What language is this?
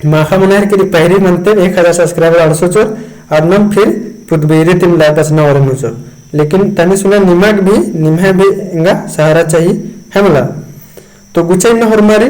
Kurukh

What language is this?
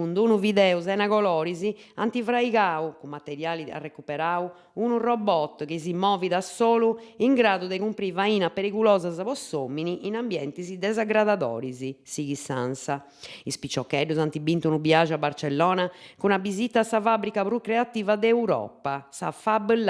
Sardinian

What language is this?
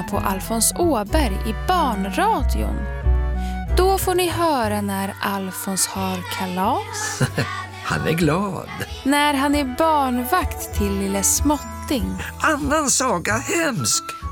Swedish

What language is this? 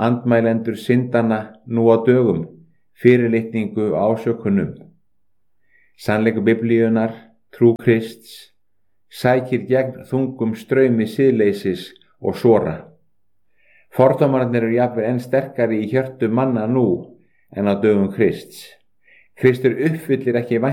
Icelandic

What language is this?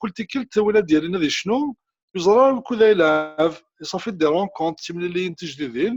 Kabyle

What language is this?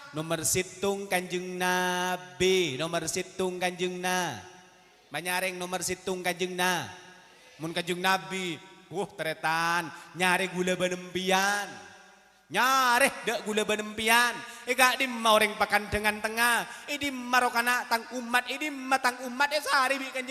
Madurese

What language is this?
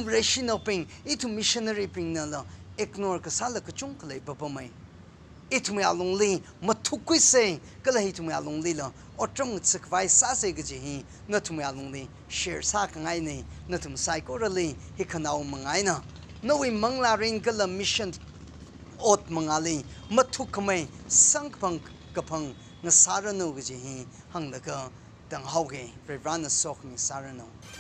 Tangkhul Naga (India)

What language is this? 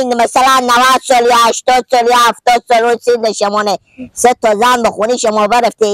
Persian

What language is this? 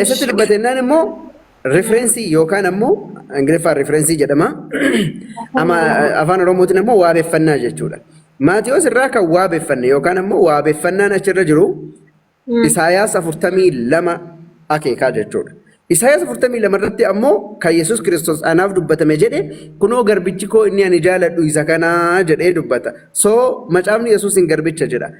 Oromo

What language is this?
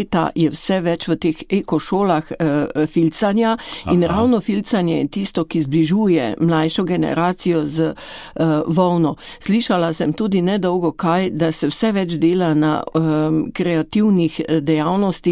Slovenian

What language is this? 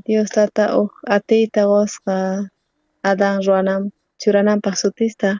South Bolivian Quechua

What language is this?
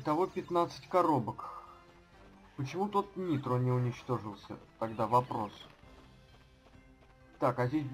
Russian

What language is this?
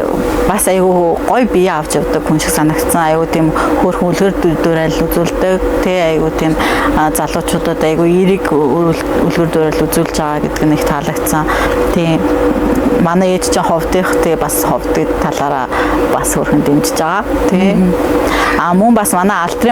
Mongolian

